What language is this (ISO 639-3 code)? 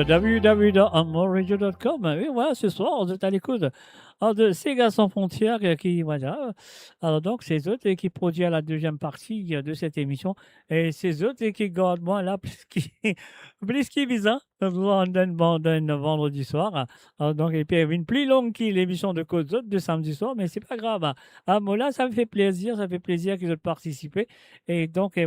mfe